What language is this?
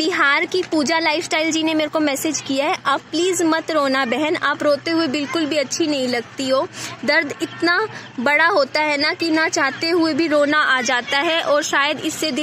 Hindi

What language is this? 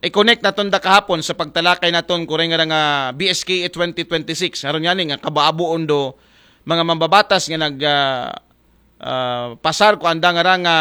Aklanon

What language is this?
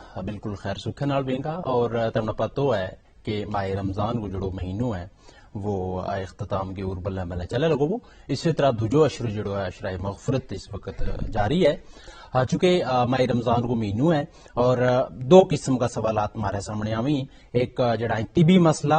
Gujari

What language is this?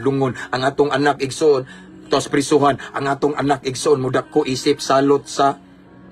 Cebuano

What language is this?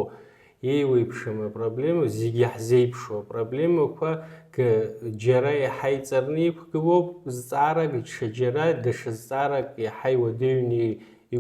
Abkhazian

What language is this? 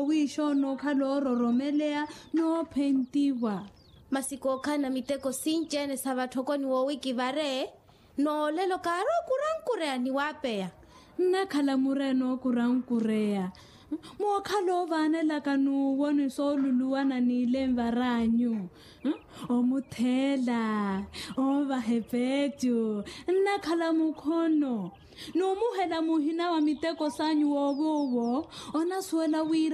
Makhuwa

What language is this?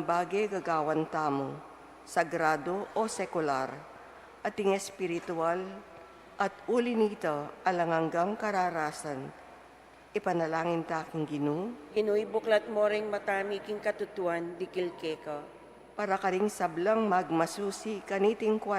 Pampanga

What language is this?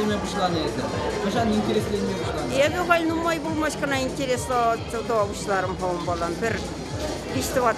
Chuvash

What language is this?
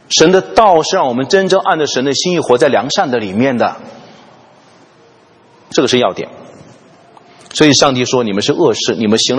Chinese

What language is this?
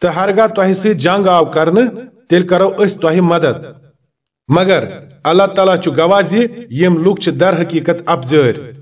Kashmiri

